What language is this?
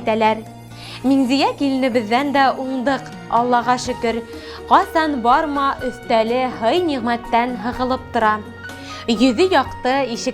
Bashkir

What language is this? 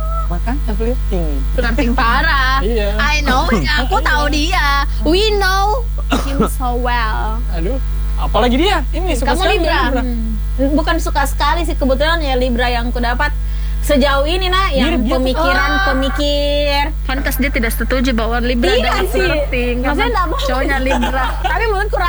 Indonesian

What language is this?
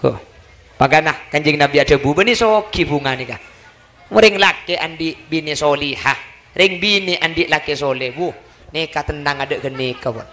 Madurese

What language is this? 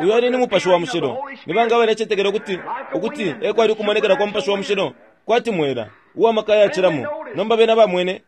Bemba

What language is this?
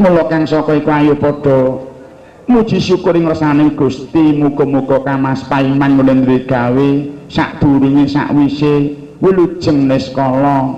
Javanese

